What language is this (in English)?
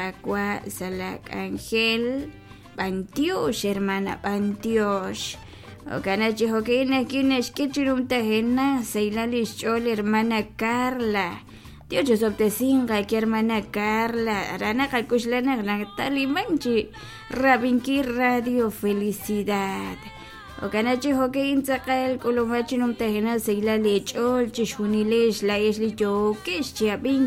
Kekchí